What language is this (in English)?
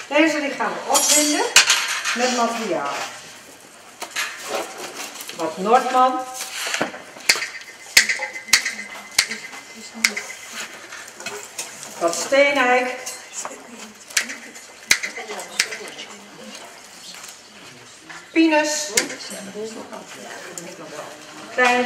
Dutch